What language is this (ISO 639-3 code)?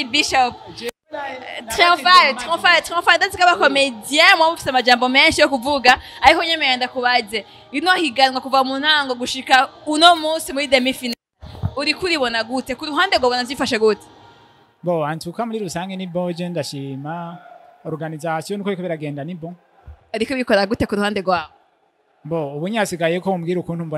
run